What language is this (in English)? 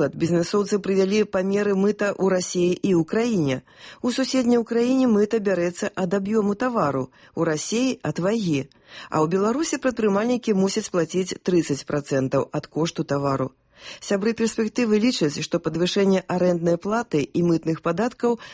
Belarusian